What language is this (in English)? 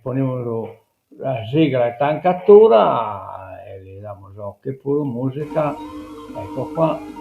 Sardinian